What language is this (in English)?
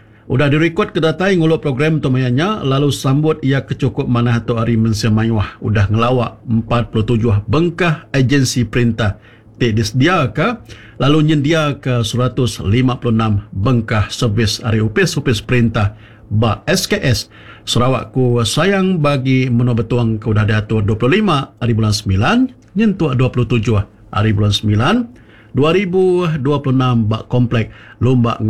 Iban